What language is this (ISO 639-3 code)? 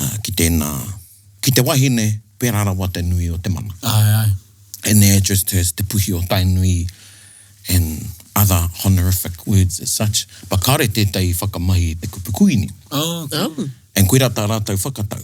mri